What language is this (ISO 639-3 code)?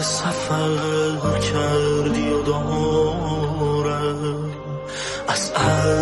fas